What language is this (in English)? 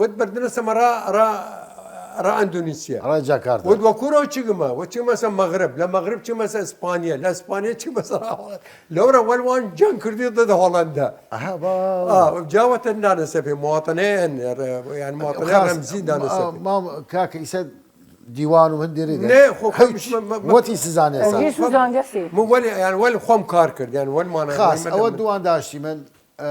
Southern Kurdish